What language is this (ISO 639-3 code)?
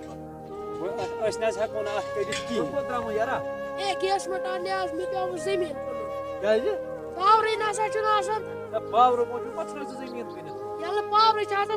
kas